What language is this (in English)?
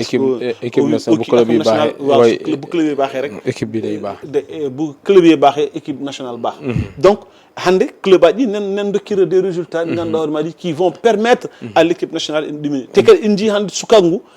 Fula